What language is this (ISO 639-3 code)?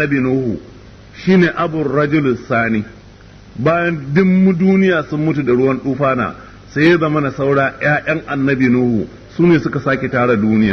hau